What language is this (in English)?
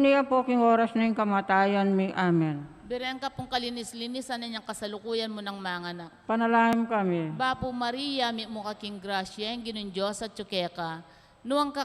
Pampanga